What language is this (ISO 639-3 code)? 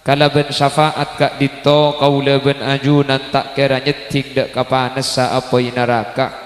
mad